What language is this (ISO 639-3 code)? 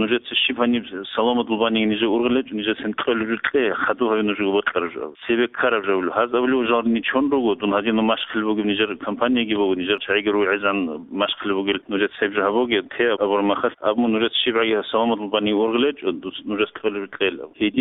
ava